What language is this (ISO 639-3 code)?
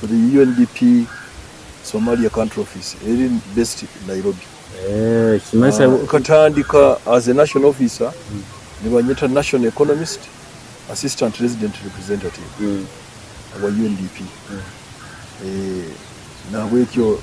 nyo